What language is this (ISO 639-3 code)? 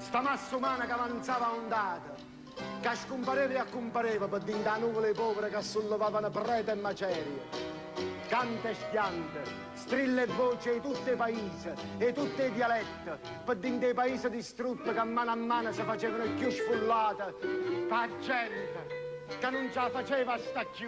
nap